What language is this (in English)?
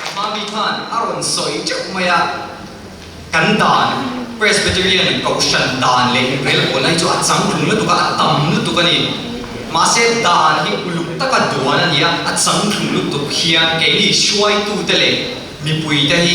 Mizo